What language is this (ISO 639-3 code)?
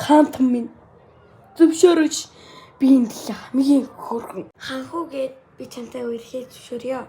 mon